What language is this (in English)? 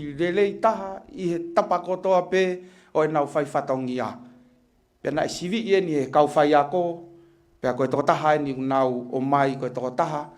Tongan